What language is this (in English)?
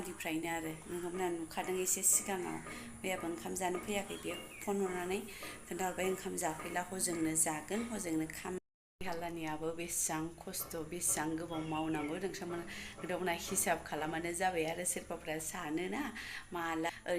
Bodo